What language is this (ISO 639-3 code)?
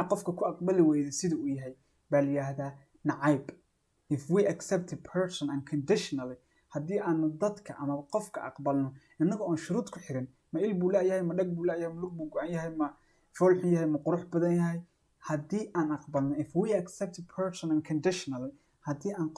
som